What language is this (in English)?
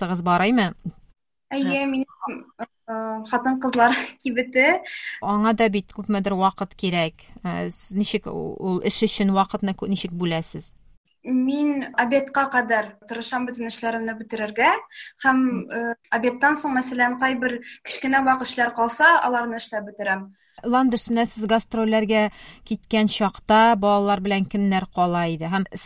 Tatar